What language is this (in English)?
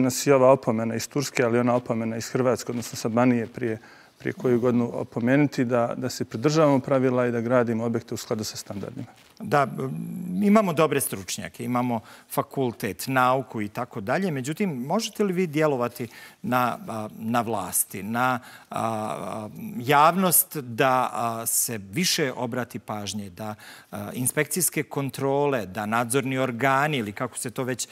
Bosnian